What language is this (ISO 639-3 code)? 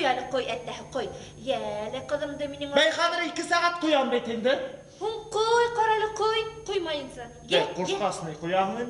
bak